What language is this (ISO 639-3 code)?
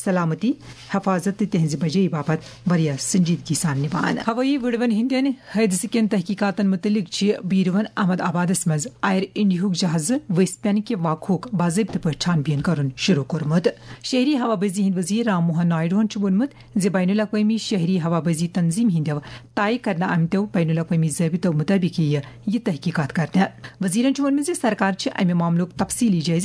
kas